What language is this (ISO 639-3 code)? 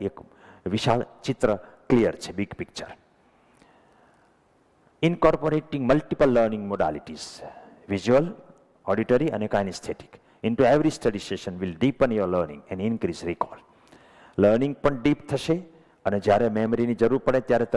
guj